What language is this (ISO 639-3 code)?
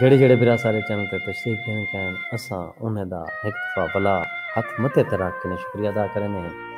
skr